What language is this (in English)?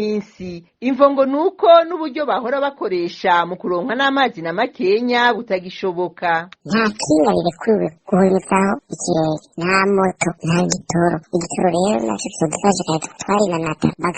Rundi